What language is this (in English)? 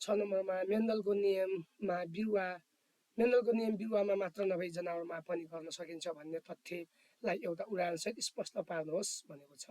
Nepali